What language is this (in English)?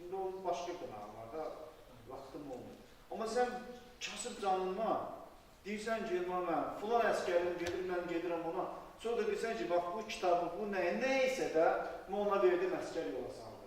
Azerbaijani